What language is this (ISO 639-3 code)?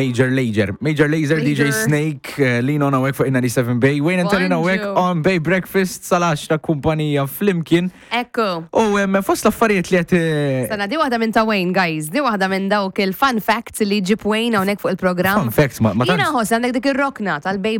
mlt